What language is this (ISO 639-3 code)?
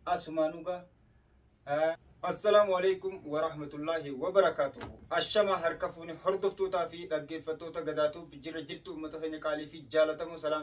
orm